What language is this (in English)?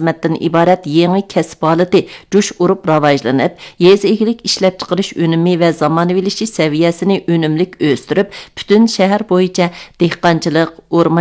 Uyghur